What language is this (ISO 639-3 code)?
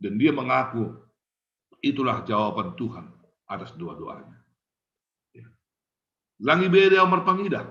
bts